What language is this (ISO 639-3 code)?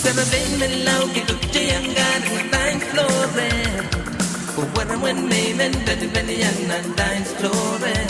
pon